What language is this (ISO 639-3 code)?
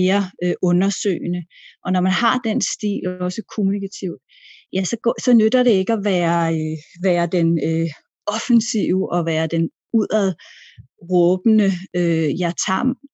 dan